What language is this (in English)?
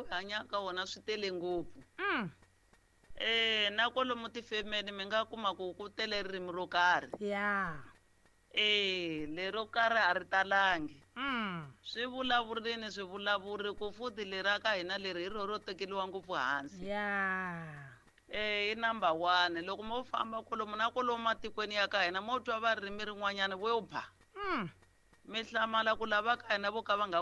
Tsonga